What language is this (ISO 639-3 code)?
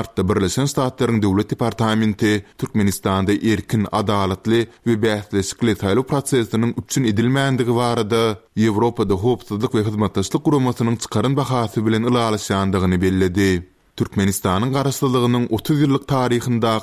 tuk